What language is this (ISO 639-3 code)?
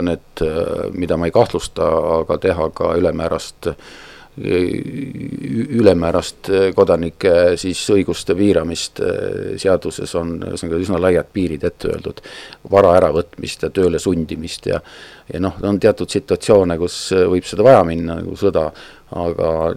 est